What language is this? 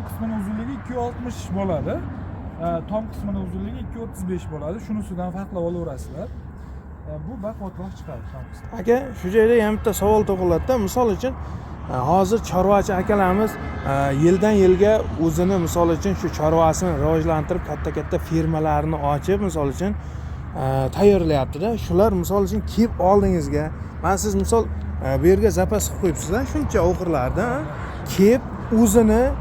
Uzbek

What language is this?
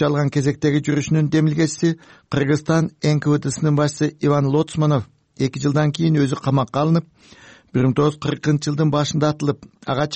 Kyrgyz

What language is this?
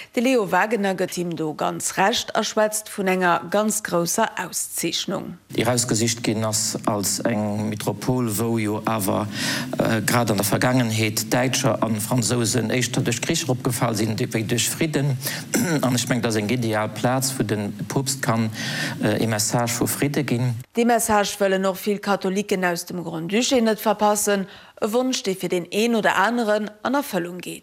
Luxembourgish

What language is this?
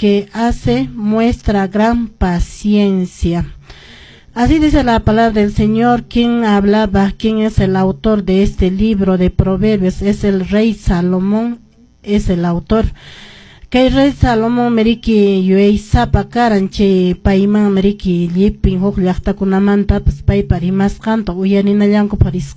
Quechua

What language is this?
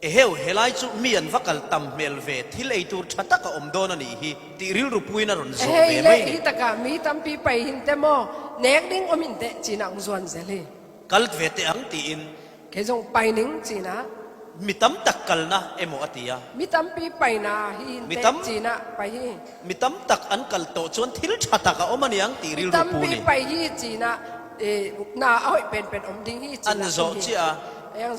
Falam Chin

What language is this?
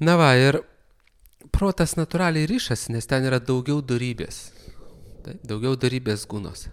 Lithuanian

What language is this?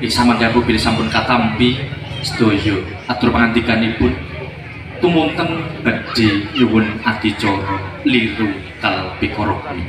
Javanese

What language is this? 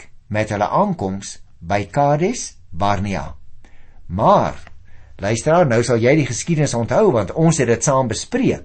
Afrikaans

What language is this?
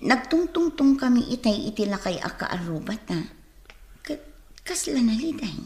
Iloko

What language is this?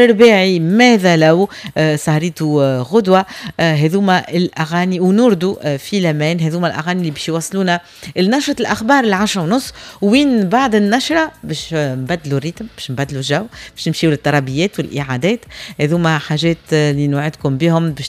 Tunisian Arabic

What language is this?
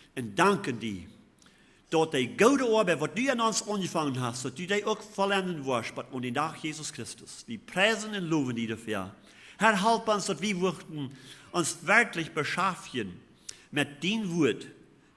Plautdietsch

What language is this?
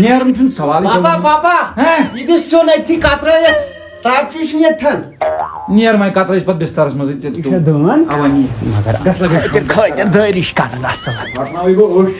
Kashmiri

